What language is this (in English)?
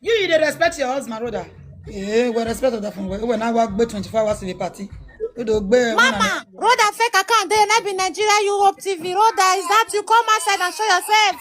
Nigerian Pidgin